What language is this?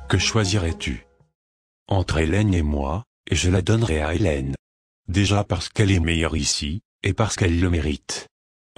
French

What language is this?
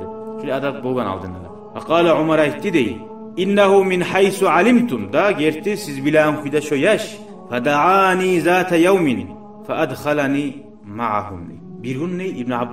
Kumyk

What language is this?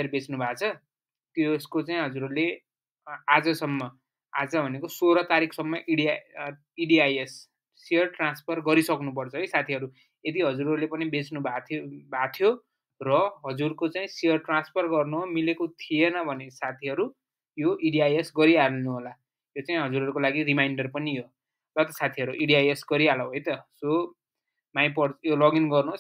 Nepali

